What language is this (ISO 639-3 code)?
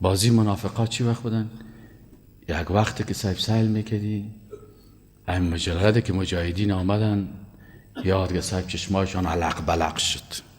fas